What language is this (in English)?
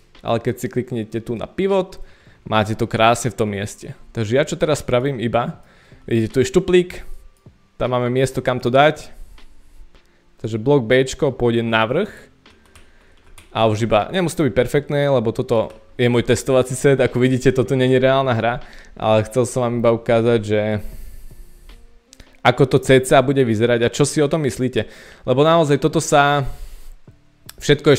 Slovak